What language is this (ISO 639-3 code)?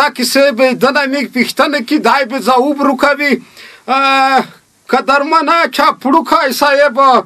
pus